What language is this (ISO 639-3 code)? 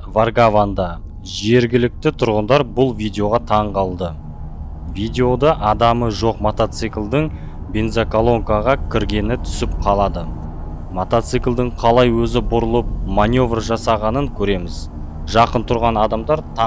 kaz